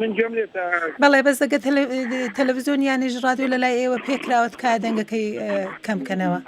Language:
Central Kurdish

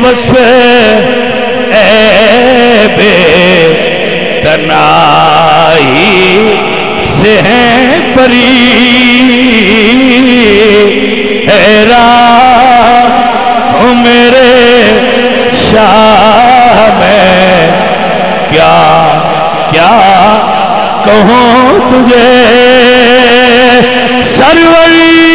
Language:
Urdu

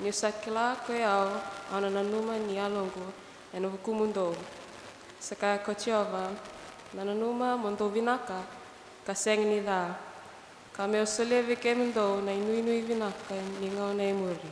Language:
Fijian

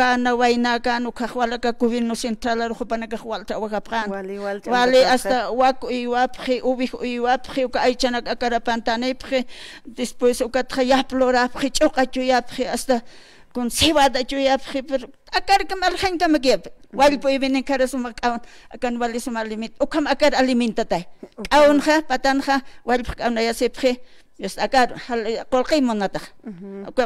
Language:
Aymara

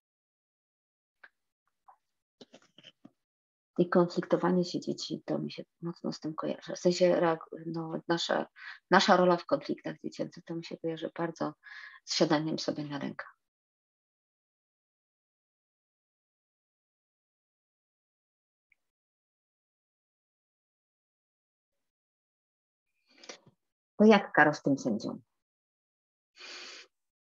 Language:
Polish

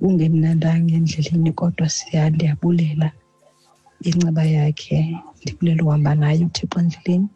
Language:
Xhosa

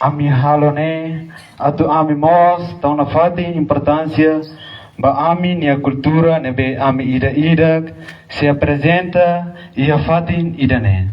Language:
Tetum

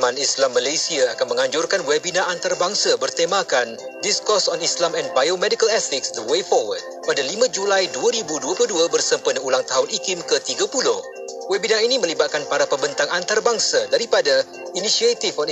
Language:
Malay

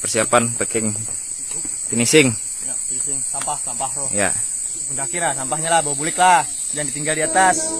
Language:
Banjar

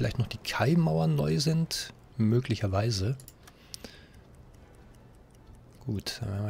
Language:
German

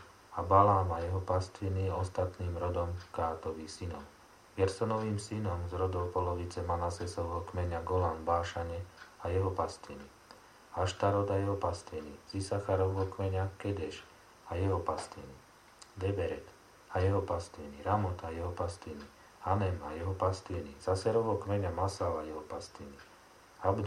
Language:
Slovak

